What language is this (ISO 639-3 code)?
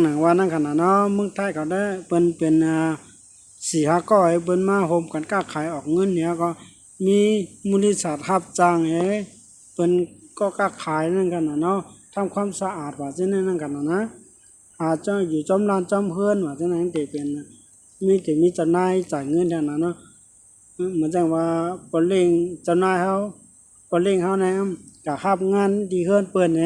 shn